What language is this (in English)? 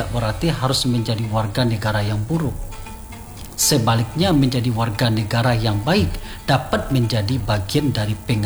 Indonesian